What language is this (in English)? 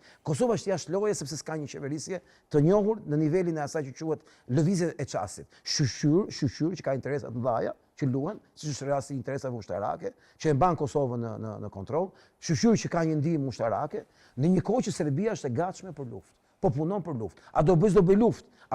Albanian